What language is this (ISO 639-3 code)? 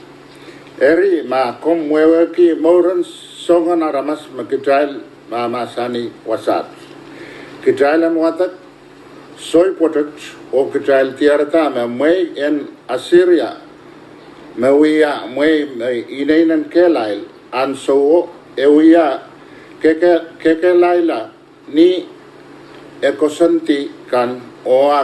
pon